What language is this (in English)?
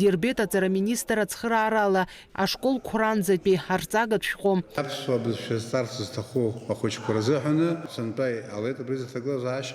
Abkhazian